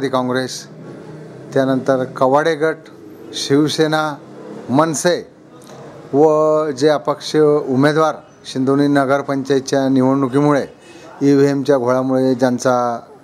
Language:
Marathi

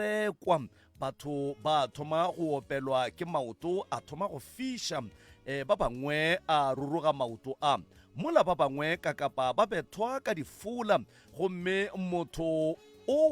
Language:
Northern Sotho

